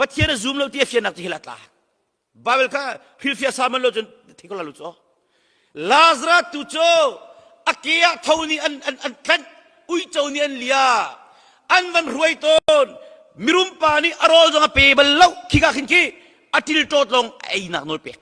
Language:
Hakha Chin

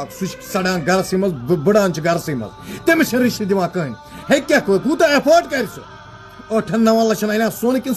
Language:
Kashmiri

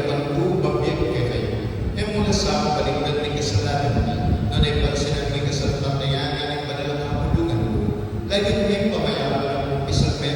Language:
Pampanga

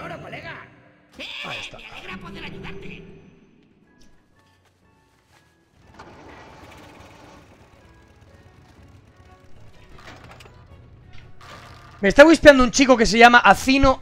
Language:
Spanish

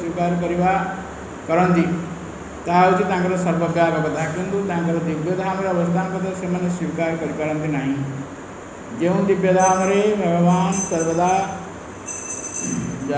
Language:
Odia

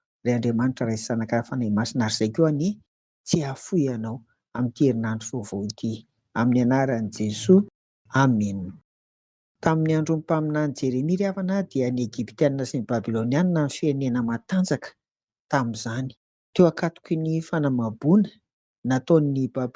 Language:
Malagasy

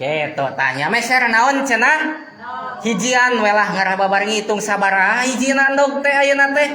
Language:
Sundanese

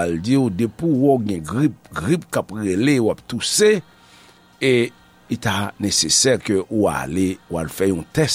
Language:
Haitian Creole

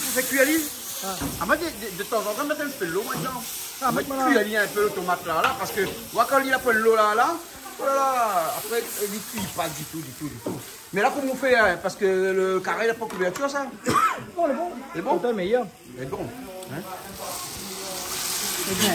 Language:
Réunion Creole French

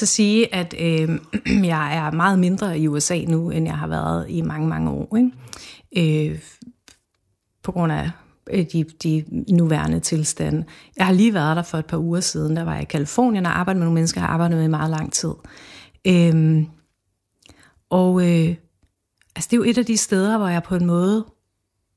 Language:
Danish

